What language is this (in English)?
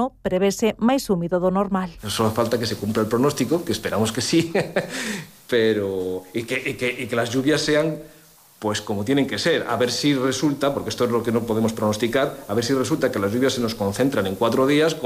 Galician